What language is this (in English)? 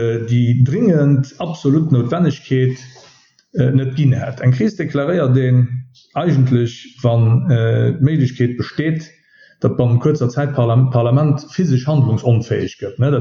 Luxembourgish